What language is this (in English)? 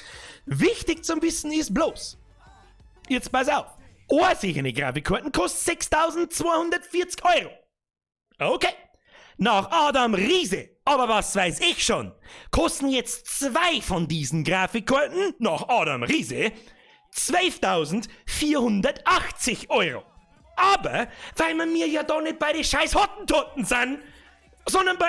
Bavarian